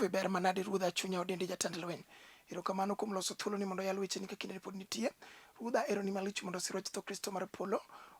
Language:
Luo (Kenya and Tanzania)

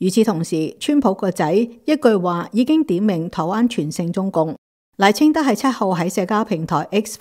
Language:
Cantonese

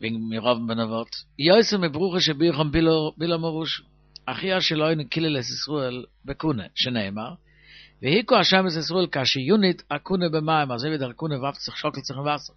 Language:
Yiddish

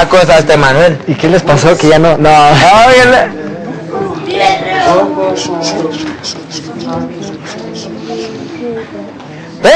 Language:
Spanish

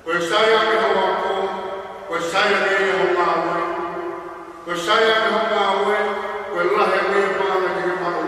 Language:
Tongan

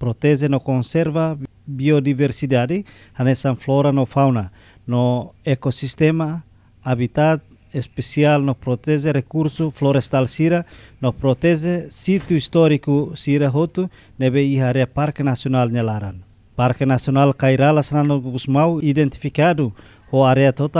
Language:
Tetum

